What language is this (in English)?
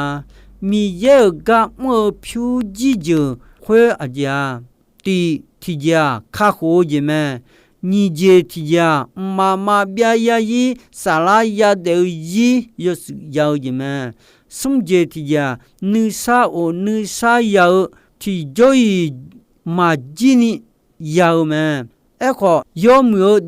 Akha